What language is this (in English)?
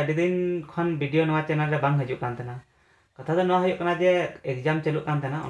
Santali